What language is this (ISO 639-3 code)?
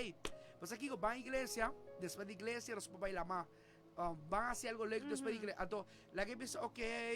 pap